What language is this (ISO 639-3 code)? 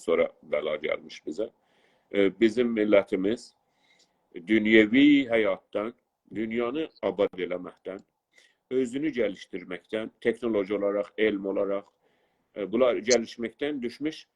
azb